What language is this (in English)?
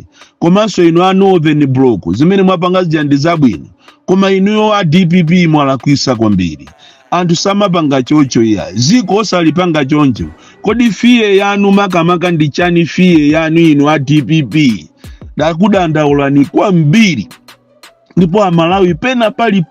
Nyanja